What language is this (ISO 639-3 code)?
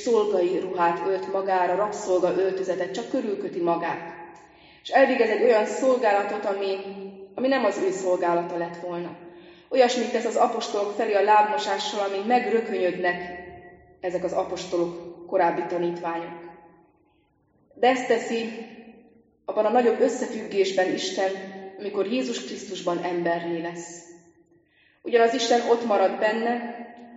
hun